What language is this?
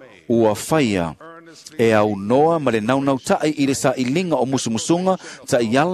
Samoan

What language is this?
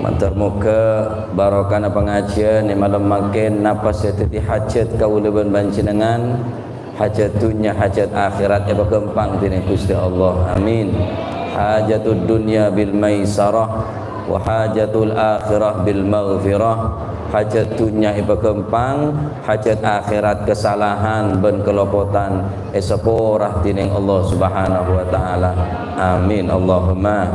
Madurese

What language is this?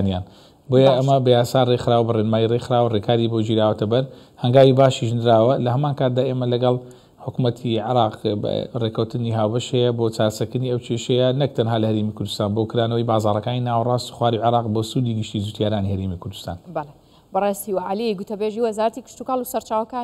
Central Kurdish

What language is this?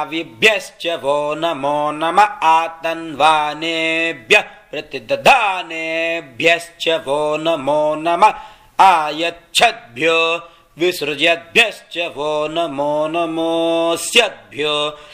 Sanskrit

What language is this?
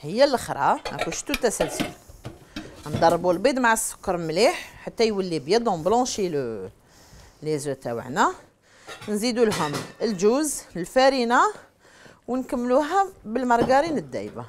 Algerian Arabic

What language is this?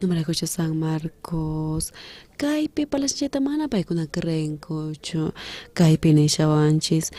South Bolivian Quechua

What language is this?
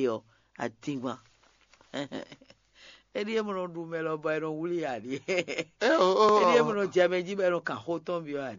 Fon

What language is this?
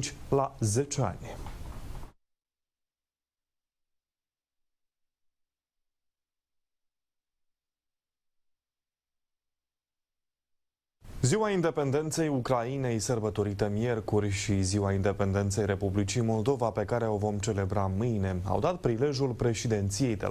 Romanian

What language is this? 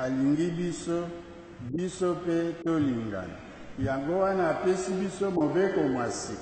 Lingala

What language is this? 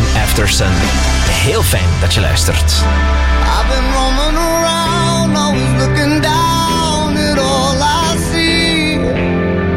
Dutch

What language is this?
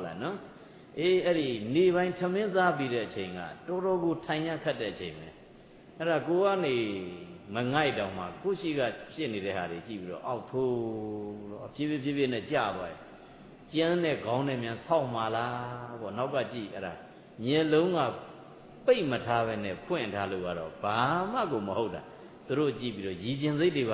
Burmese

